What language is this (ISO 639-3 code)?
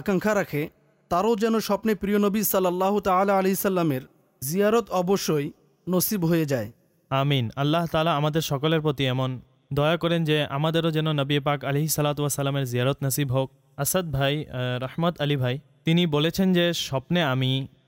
ben